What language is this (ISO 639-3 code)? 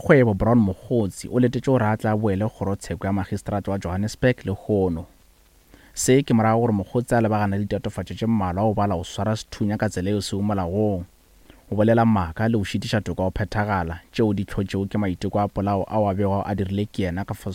nso